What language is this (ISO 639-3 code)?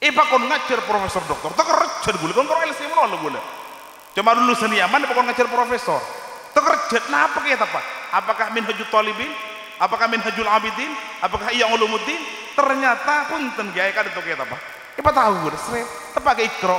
mad